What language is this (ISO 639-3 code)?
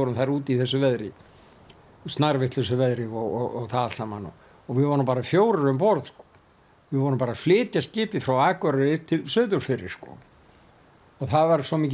isl